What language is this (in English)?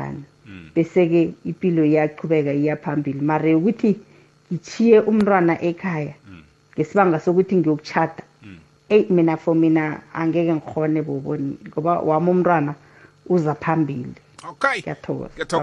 South Ndebele